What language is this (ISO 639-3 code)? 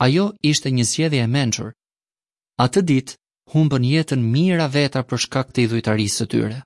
sqi